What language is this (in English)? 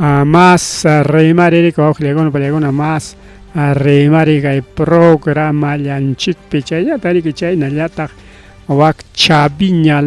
Ayacucho Quechua